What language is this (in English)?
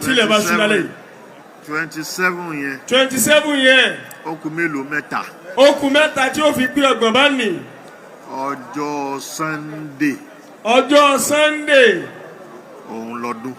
Yoruba